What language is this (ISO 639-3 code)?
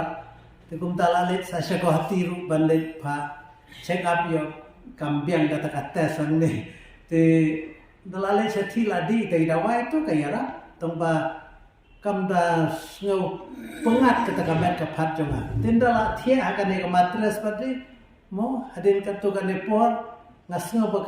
kha